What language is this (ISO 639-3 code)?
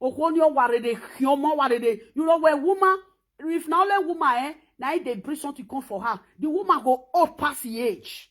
pcm